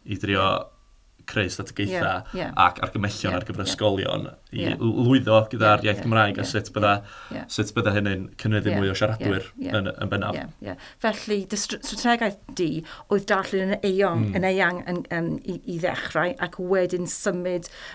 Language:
Welsh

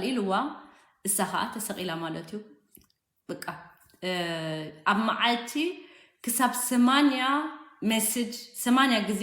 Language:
Tigrinya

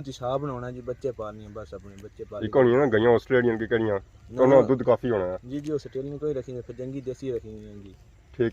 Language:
Pahari-Potwari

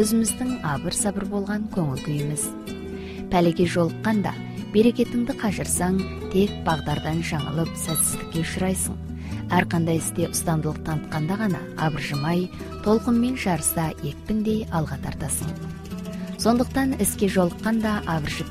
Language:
Kazakh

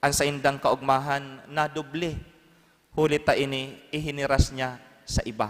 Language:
Bikol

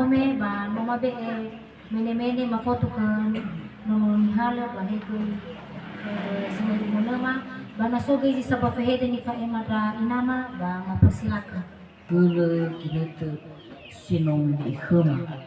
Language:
Nias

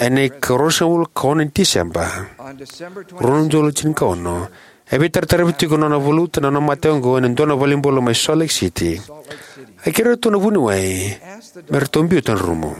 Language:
Fijian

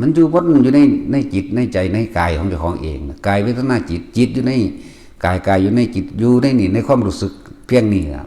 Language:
Lao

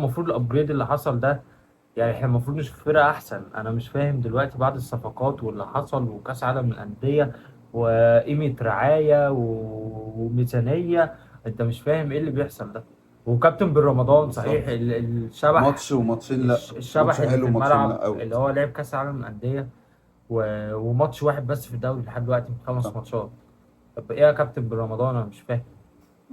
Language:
Egyptian Arabic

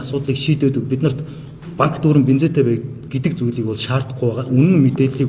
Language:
Mongolian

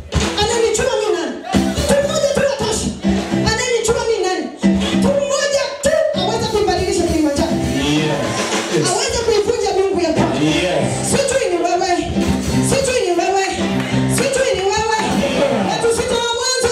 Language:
Swahili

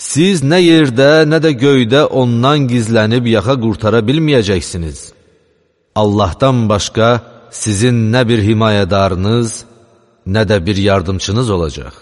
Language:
Azerbaijani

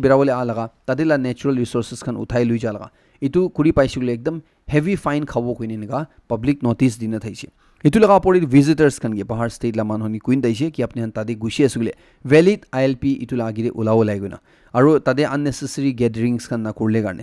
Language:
Naga Pidgin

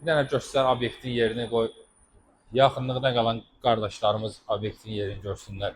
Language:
Azerbaijani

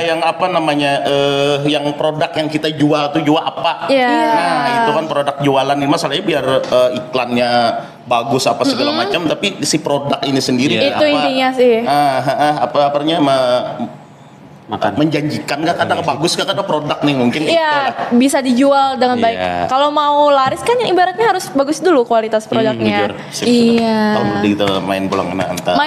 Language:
Banjar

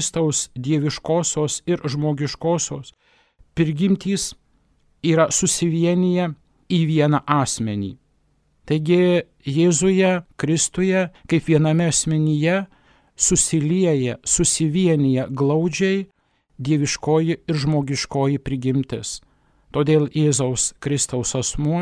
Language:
Lithuanian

